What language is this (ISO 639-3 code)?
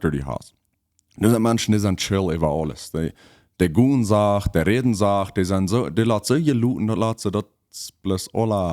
pdt